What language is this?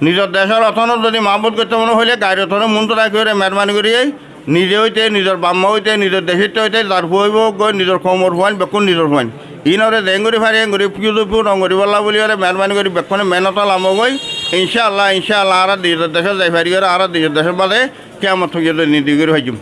Rohingya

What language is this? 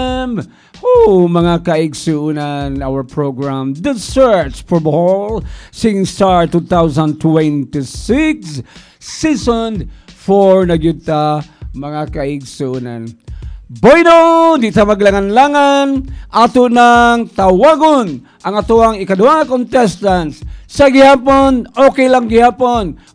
Cebuano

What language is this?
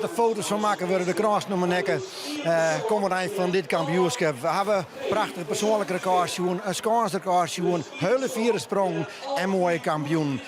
Western Frisian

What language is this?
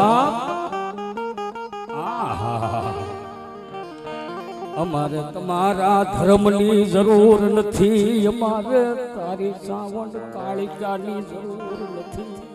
Gujarati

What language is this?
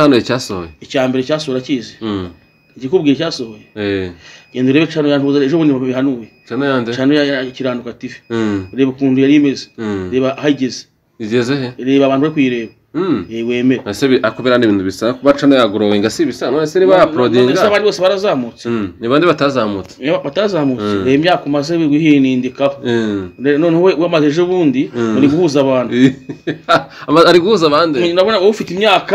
Kinyarwanda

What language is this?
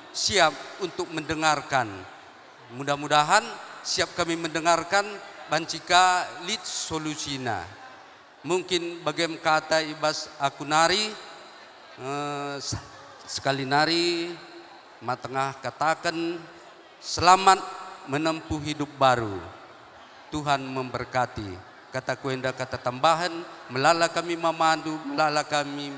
Batak Karo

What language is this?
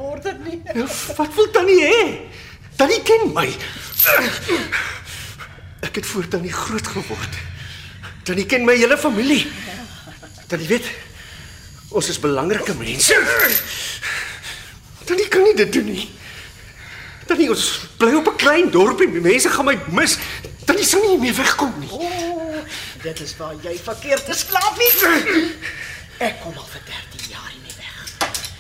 Afrikaans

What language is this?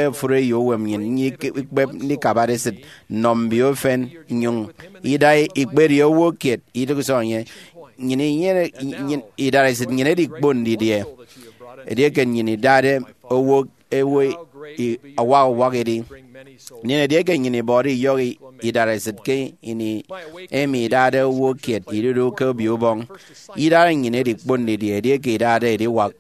Efik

